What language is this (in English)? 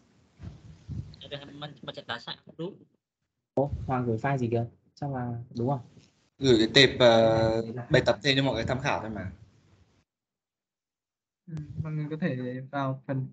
Vietnamese